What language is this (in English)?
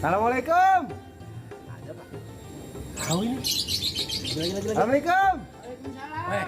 Betawi